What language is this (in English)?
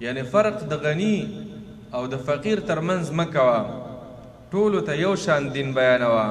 Pashto